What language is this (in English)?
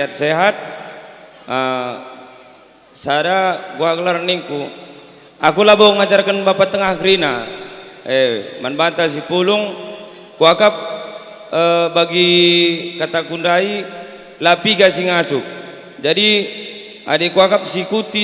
Batak Karo